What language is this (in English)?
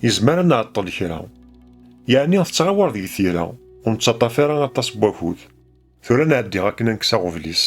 Kabyle